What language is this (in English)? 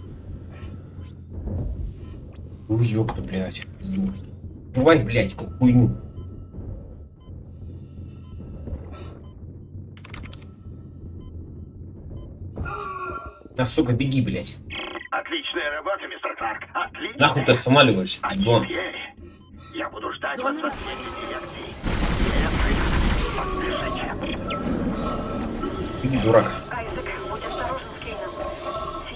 Russian